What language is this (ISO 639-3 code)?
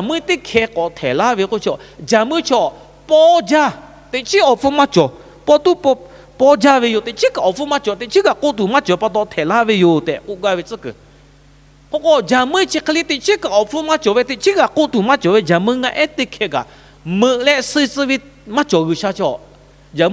lhu